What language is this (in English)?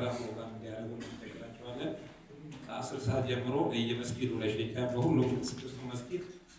Amharic